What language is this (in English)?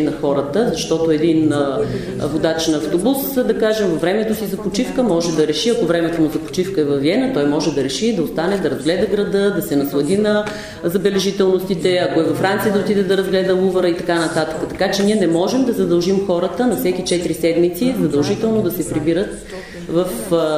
Bulgarian